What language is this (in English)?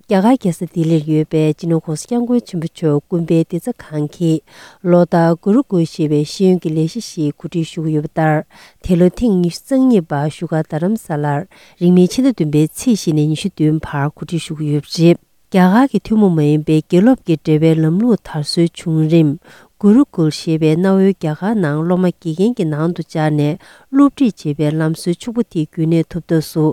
Tibetan